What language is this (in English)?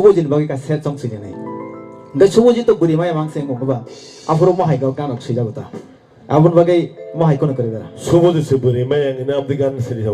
Kok Borok